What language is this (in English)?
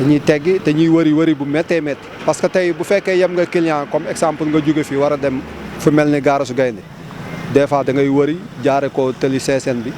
Wolof